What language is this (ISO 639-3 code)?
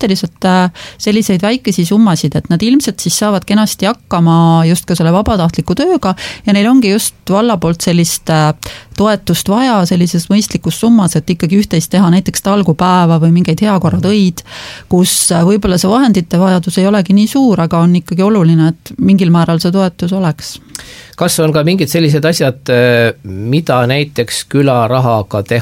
est